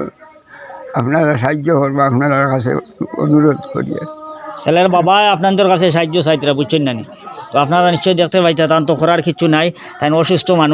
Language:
Sylheti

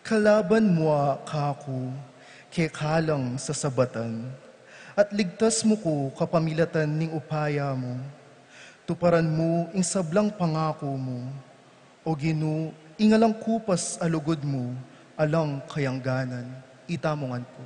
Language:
Pampanga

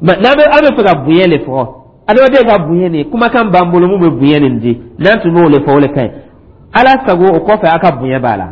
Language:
Dyula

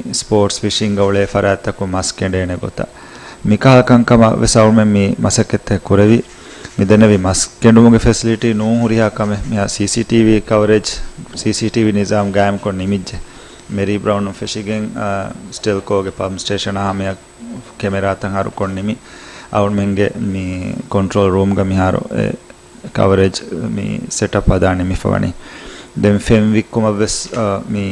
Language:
Divehi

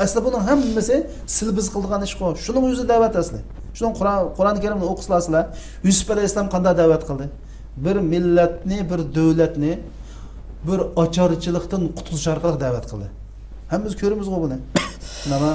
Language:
Uyghur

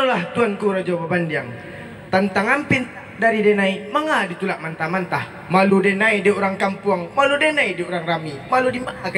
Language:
Minangkabau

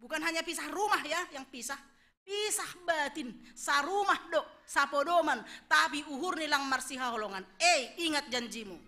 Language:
Batak Simalungun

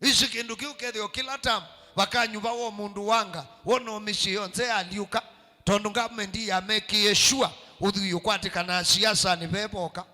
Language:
Kamba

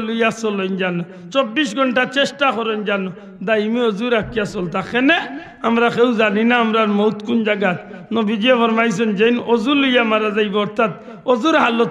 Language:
Sylheti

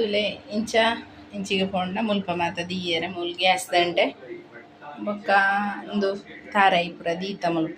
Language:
Tulu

